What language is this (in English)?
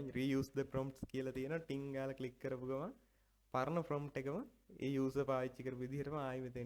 Sinhala